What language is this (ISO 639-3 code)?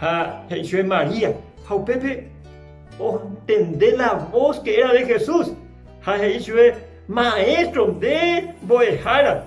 grn